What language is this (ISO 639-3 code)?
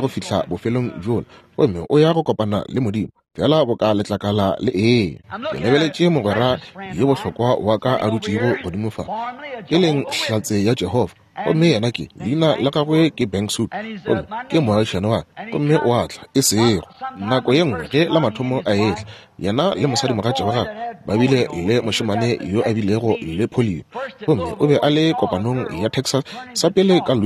nso